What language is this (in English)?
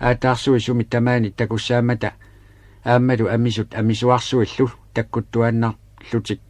Kalaallisut